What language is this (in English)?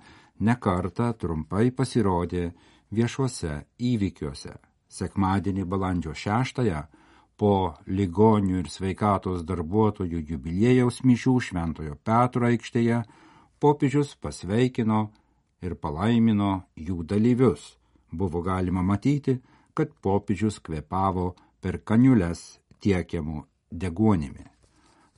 Lithuanian